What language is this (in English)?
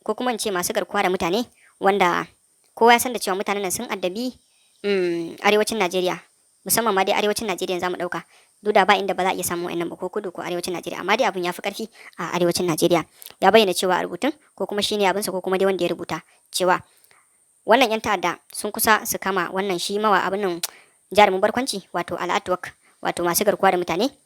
Hausa